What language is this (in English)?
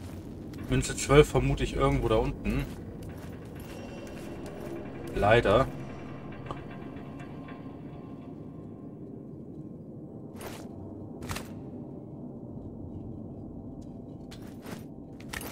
German